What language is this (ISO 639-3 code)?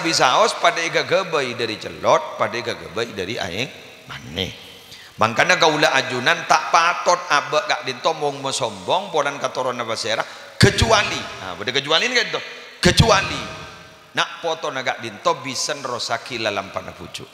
mad